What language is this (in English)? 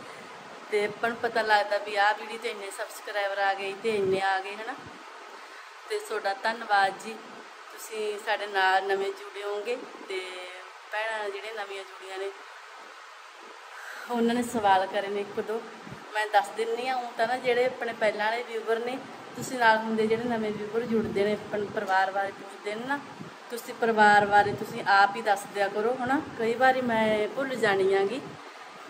Punjabi